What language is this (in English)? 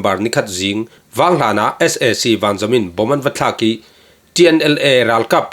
Falam Chin